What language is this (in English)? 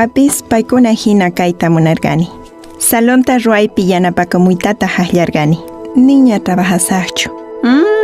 Quechua